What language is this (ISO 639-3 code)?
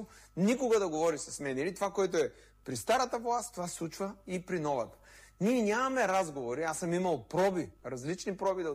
bul